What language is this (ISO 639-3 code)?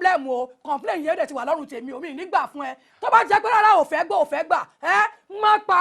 yor